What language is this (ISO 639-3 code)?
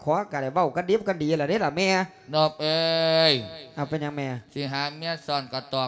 lao